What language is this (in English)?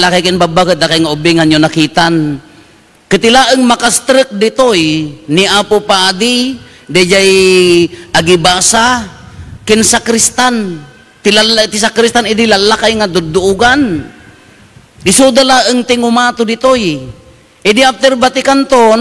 Iloko